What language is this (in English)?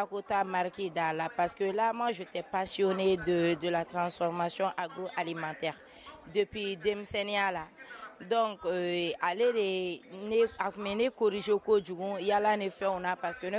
Bambara